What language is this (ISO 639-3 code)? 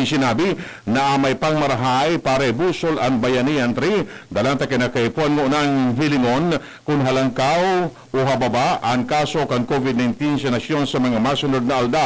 bik